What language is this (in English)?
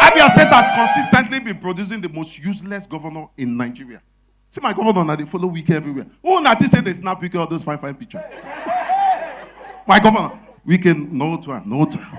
Nigerian Pidgin